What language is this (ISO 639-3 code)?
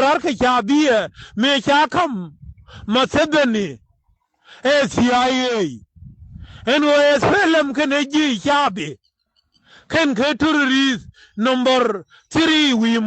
nus